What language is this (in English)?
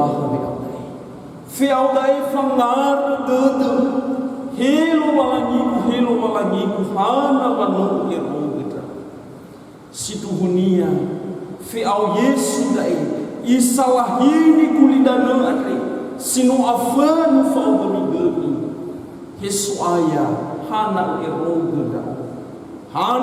Nias